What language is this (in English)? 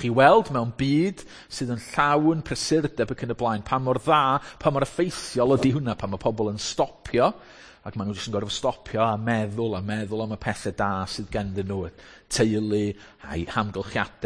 Welsh